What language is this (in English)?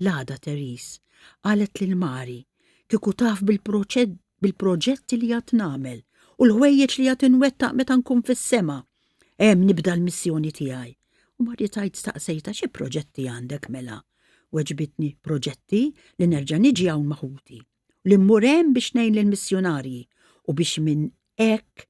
Maltese